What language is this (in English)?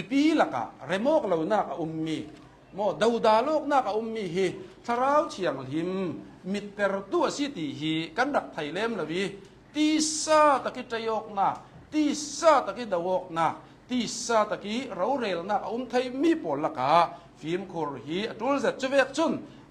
Hakha Chin